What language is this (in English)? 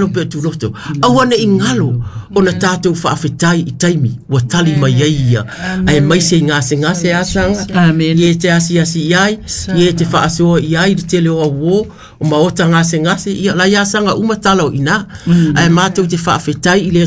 Samoan